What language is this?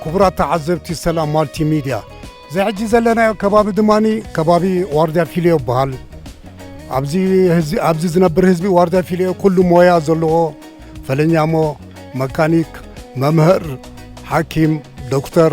Tigrinya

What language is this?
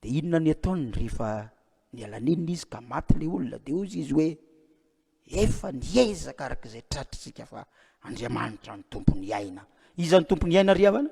Malagasy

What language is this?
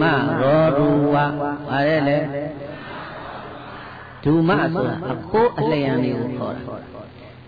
Burmese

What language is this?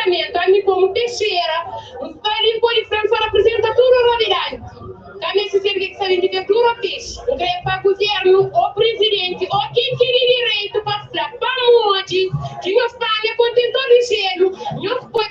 Kabuverdianu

